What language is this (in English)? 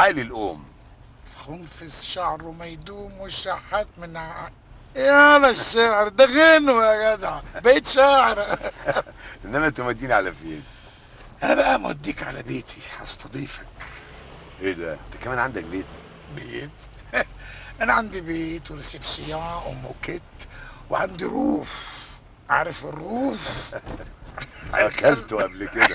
Egyptian Arabic